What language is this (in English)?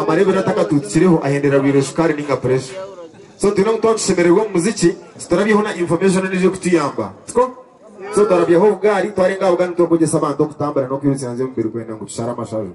Nyankole